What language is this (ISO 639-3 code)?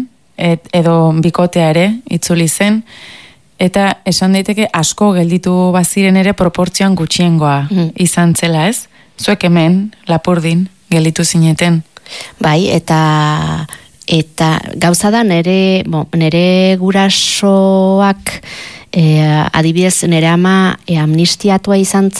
eus